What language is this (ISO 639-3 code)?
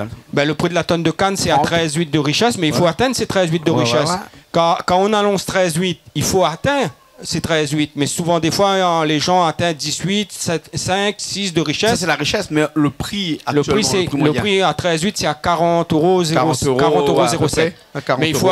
rcf